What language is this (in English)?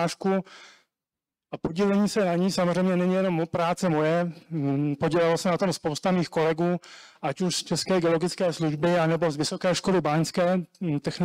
Czech